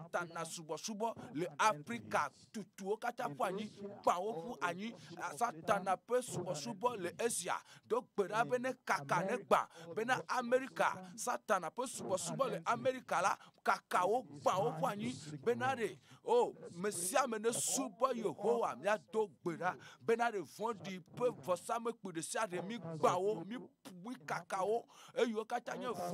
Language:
Ewe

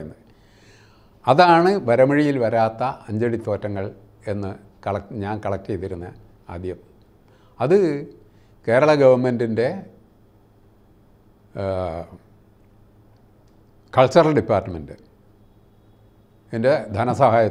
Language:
Malayalam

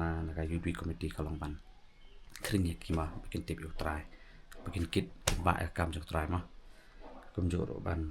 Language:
Khasi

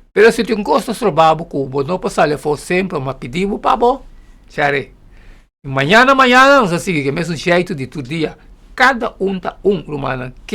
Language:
Papiamento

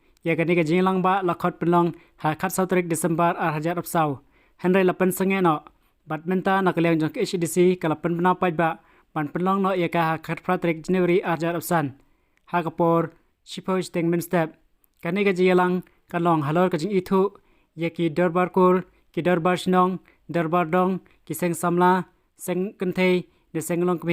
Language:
Khasi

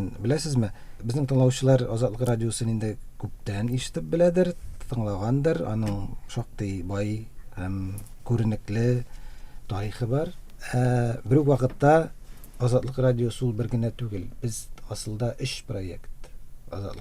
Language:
Tatar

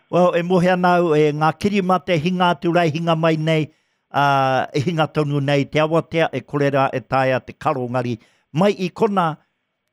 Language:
Māori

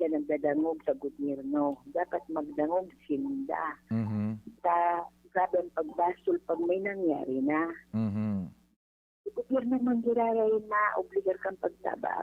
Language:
Bikol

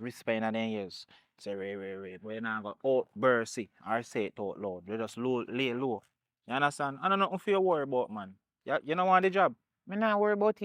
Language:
Jamaican Creole English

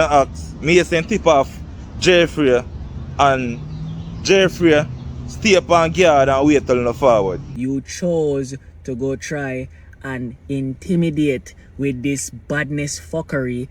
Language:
Jamaican Creole English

